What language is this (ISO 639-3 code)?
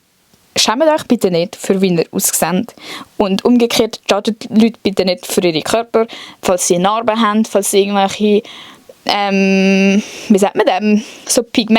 gsw